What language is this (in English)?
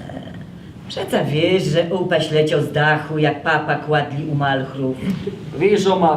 Silesian